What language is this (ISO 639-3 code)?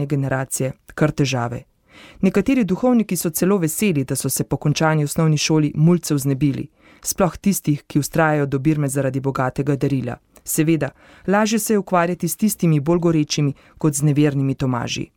slv